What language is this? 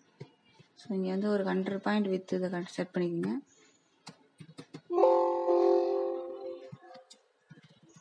Tamil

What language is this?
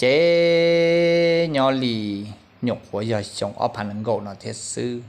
Hmong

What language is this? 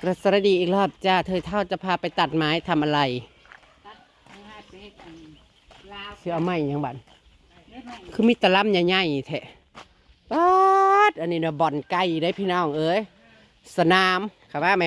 Northeastern Thai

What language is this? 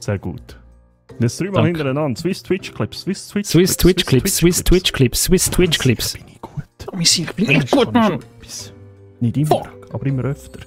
Swiss German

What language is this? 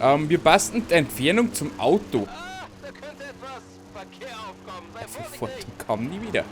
Bavarian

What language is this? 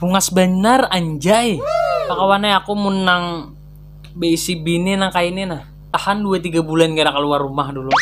Banjar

